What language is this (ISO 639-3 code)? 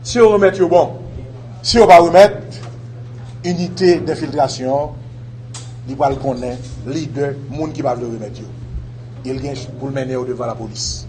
hat